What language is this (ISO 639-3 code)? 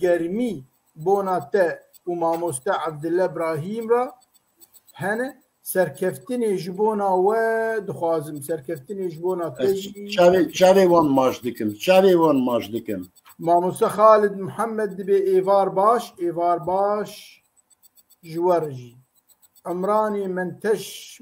kur